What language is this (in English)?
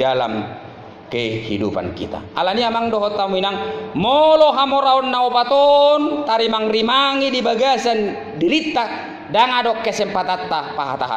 Batak Toba